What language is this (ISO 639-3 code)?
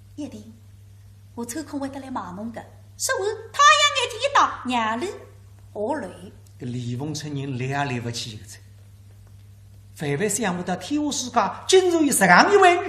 wuu